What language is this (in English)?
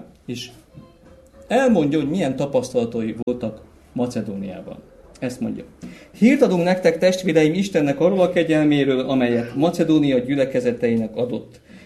Hungarian